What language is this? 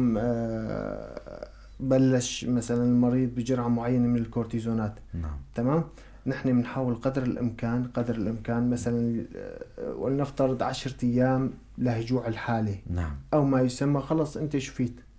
North Levantine Arabic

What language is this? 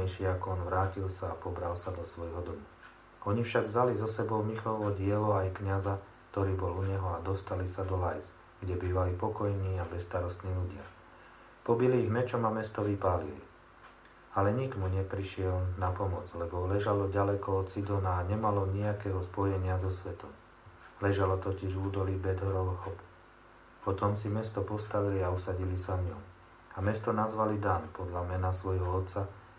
Slovak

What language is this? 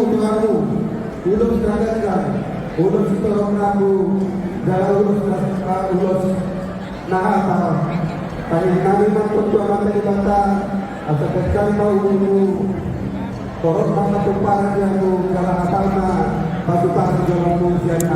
Batak Toba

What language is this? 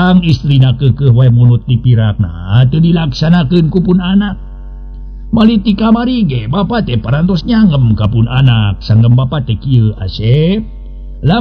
Sundanese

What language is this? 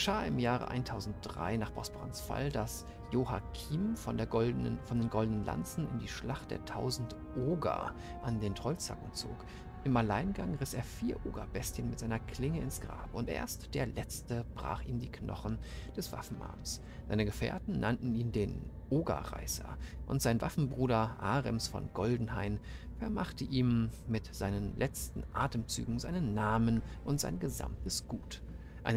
German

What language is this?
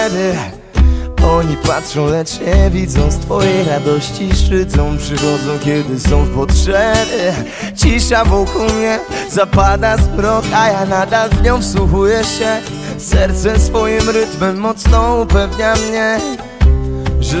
Polish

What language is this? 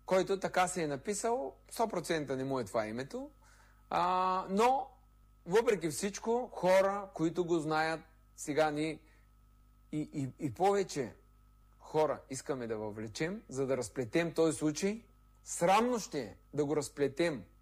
Bulgarian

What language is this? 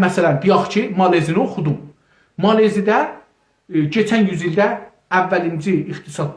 South Azerbaijani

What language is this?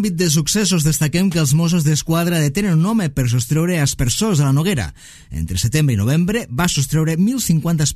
Catalan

